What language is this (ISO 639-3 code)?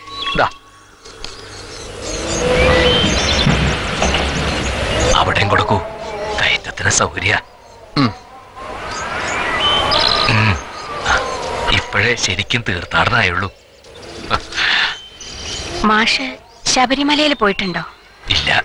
mal